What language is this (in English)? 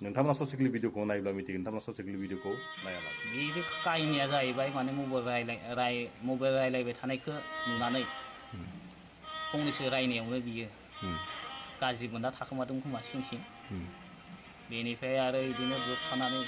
Bodo